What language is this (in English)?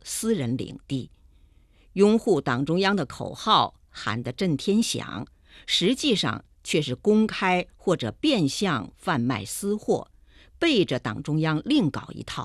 Chinese